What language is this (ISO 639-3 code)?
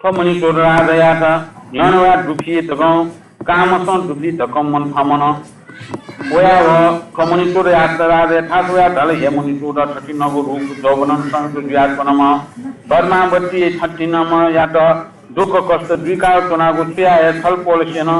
new